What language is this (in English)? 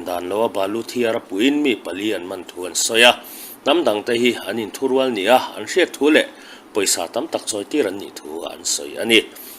Mizo